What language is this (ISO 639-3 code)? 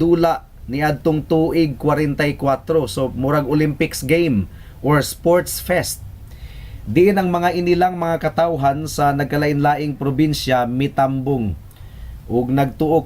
ceb